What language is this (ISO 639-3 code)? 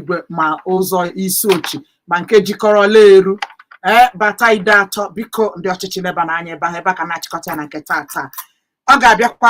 ibo